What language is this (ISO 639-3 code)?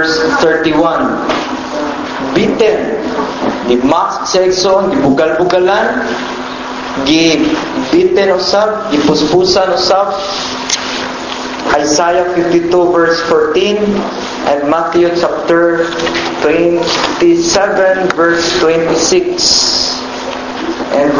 ceb